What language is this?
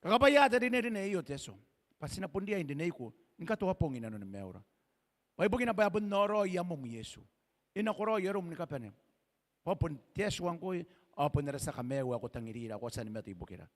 Gilbertese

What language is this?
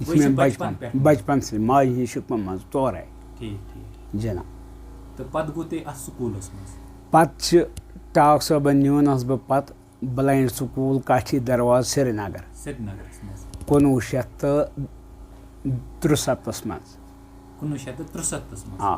Kashmiri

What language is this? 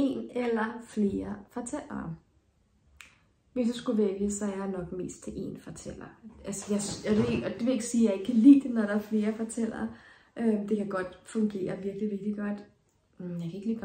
Danish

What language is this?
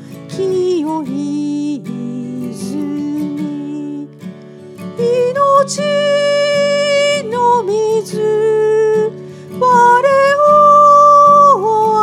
Japanese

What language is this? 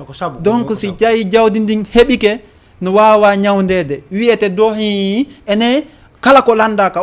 Fula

